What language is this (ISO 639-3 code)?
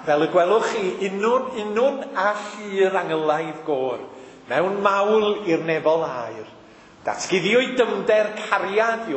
cym